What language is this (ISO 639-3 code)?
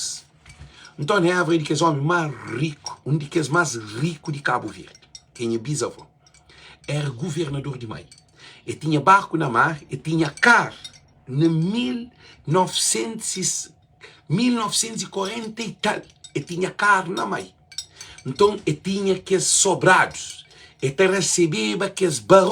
kea